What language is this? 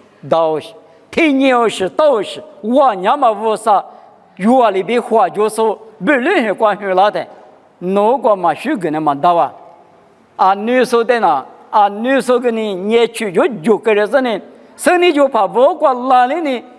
Lisu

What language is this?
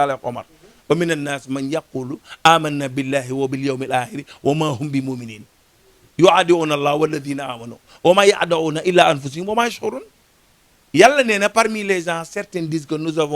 Wolof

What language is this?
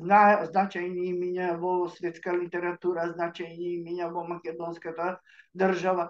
Macedonian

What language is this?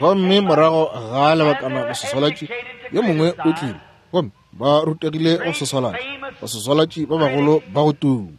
Northern Sotho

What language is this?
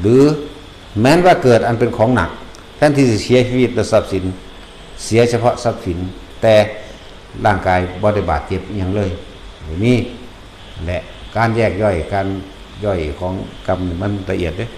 Northeastern Thai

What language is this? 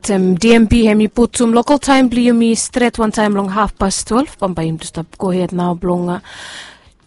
Bislama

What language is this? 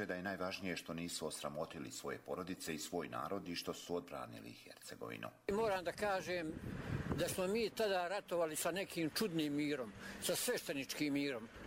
Serbian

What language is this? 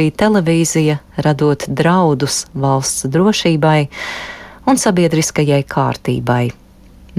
Latvian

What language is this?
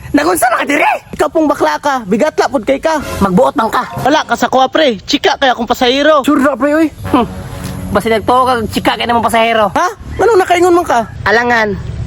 Cebuano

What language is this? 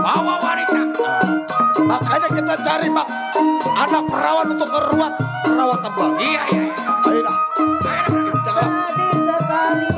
Betawi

